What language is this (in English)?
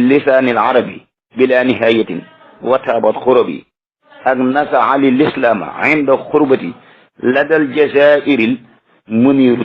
Wolof